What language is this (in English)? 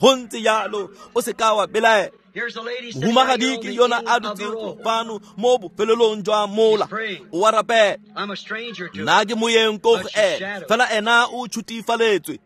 Tswana